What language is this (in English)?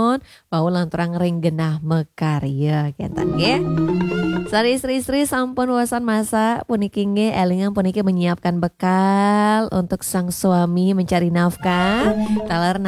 Balinese